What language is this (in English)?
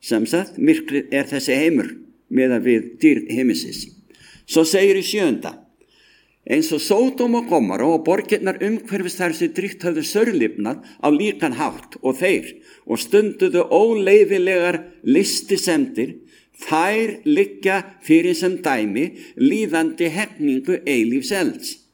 Icelandic